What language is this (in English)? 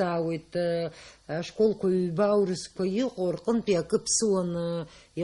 Abkhazian